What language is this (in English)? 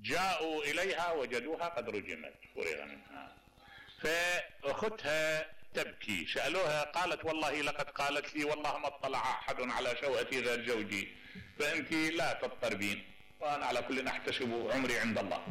Mesopotamian Arabic